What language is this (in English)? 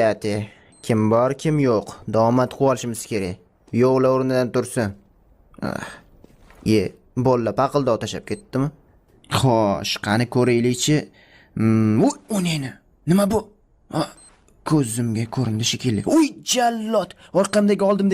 Uzbek